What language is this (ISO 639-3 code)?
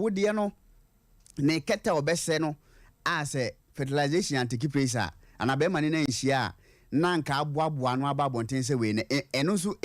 aka